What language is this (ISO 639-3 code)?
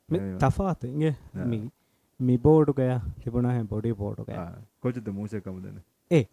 div